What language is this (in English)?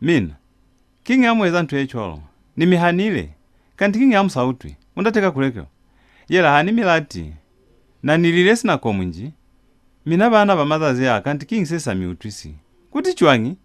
Lozi